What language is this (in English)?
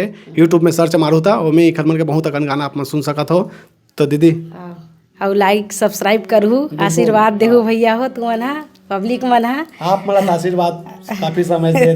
Chhattisgarhi